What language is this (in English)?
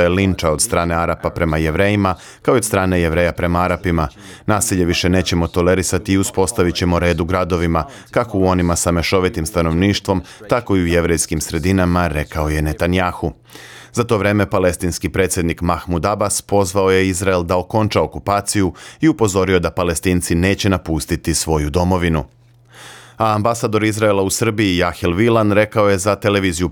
Serbian